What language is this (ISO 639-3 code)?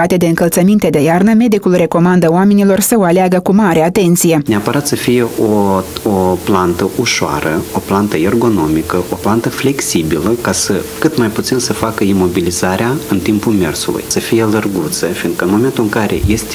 ron